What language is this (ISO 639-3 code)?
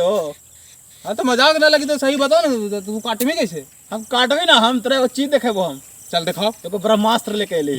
mag